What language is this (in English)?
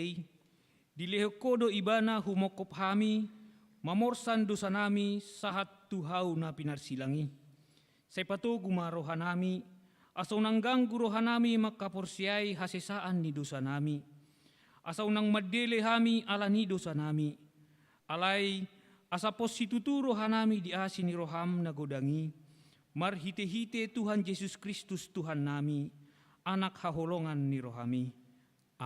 Batak Toba